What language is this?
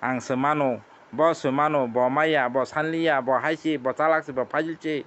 Kok Borok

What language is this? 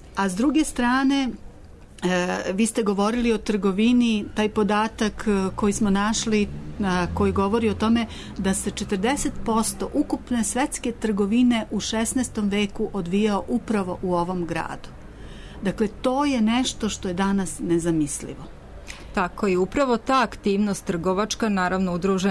Serbian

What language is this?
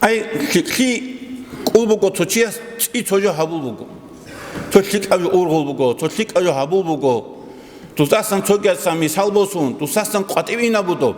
Avaric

